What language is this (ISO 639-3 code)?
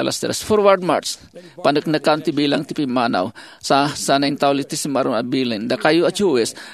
ilo